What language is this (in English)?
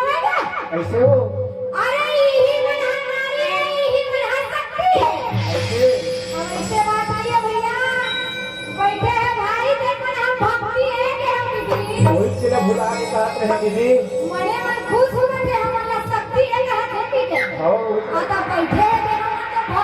Chhattisgarhi